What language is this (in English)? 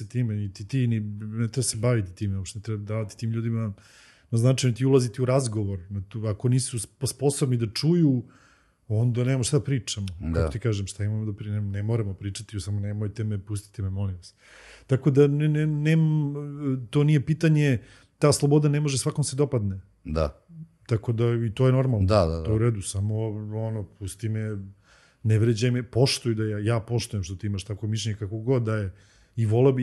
Serbian